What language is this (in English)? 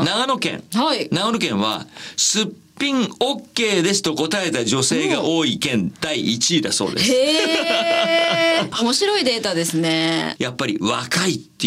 Japanese